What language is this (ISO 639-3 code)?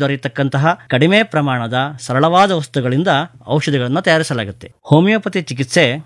kan